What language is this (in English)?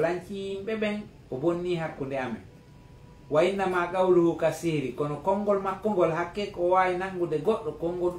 Fula